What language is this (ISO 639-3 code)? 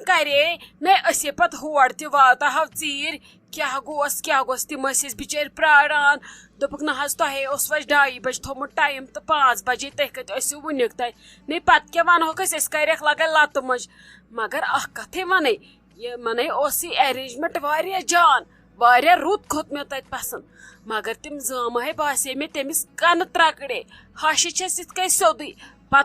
kas